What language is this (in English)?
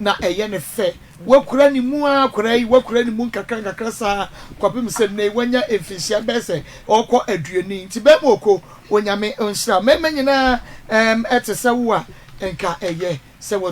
Akan